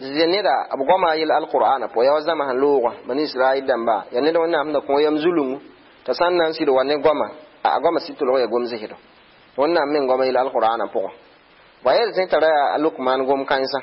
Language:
Mossi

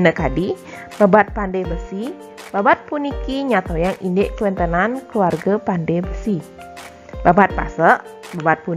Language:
Balinese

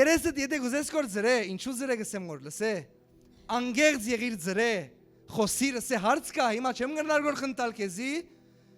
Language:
Western Armenian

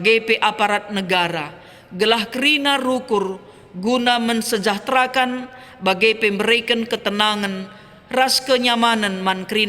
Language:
Batak Karo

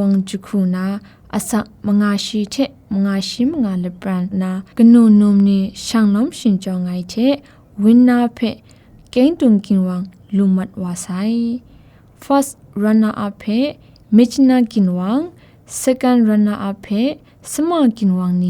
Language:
Kachin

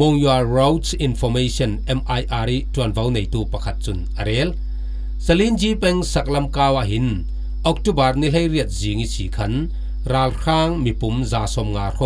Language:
Falam Chin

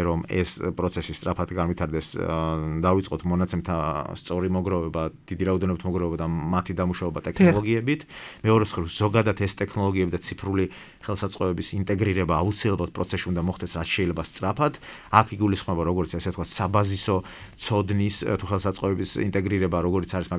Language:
Georgian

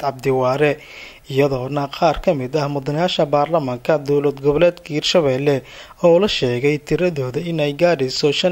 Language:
Somali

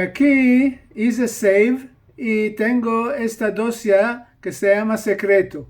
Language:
Ladino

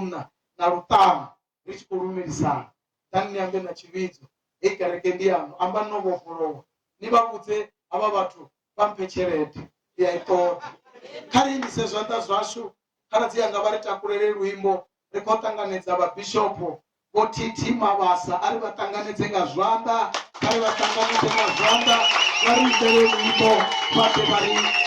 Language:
Venda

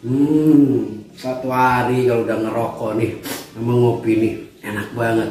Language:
Betawi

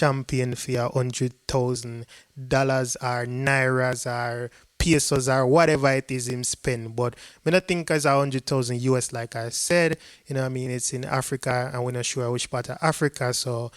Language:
Jamaican Creole English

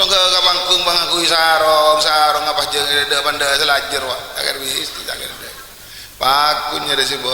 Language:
Madurese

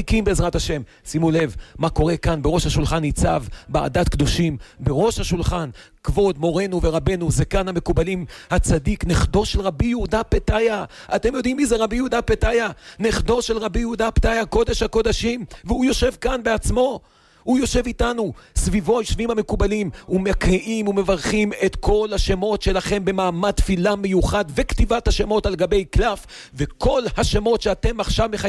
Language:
Hebrew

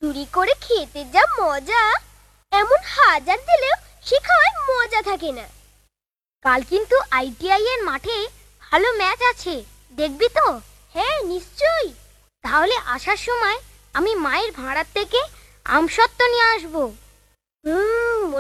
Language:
Bangla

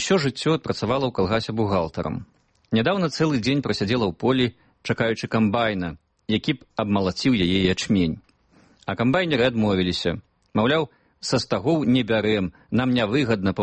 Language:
Belarusian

